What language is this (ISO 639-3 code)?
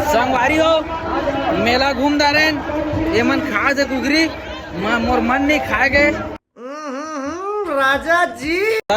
hne